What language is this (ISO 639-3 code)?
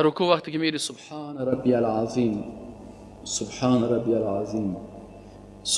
fas